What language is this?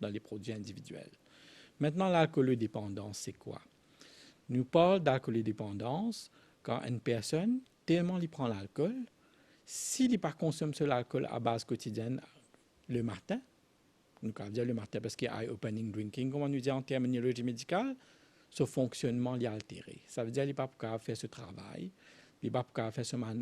Morisyen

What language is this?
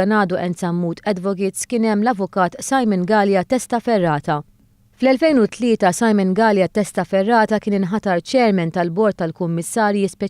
Maltese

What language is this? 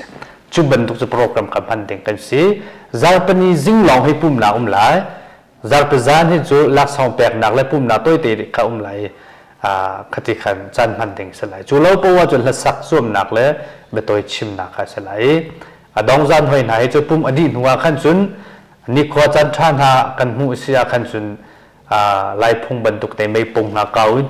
Hakha Chin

